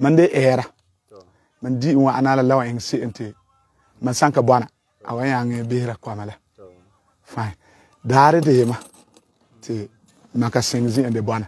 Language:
Frafra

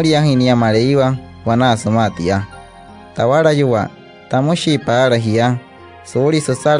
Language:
Wayuu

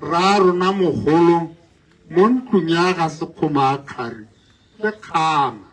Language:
Tswana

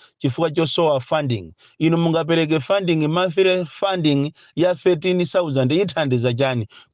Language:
Nyanja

